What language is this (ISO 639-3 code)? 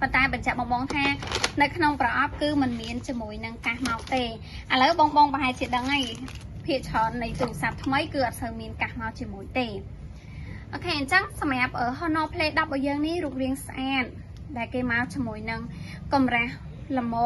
khm